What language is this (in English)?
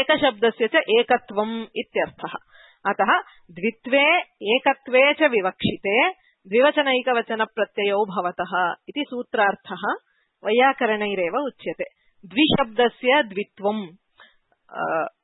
Sanskrit